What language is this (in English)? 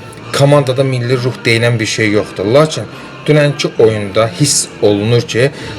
Azerbaijani